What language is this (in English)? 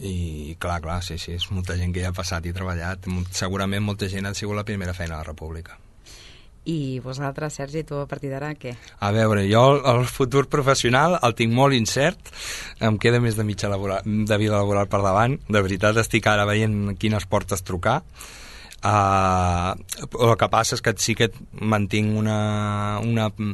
Catalan